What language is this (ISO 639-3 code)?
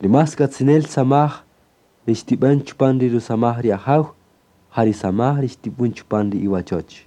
cak